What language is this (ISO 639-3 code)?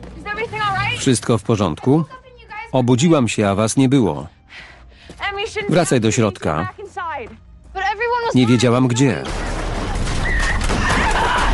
pol